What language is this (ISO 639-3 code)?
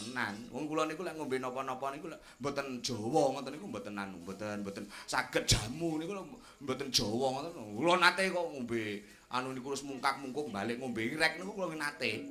jav